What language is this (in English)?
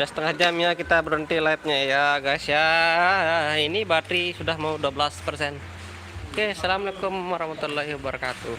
Sasak